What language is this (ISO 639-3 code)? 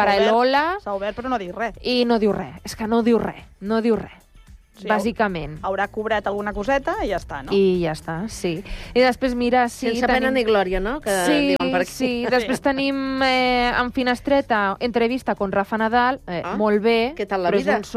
cat